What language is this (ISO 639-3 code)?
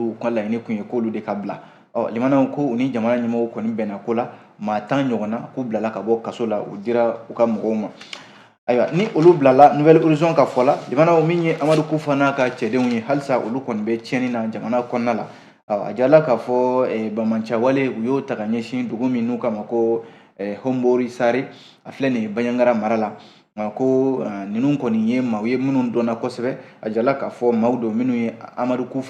bam